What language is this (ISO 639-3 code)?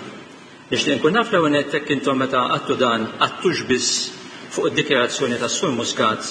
mlt